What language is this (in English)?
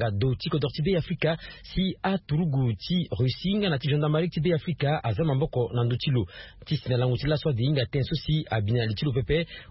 Sango